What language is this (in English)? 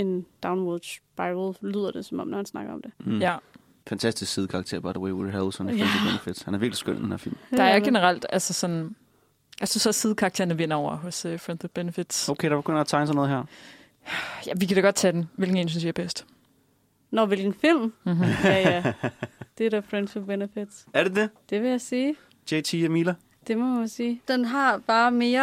Danish